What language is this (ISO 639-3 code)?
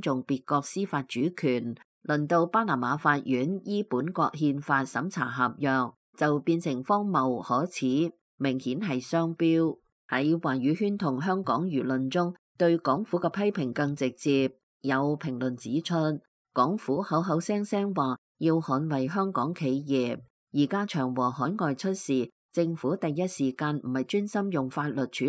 yue